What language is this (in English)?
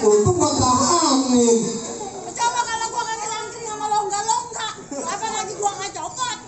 Betawi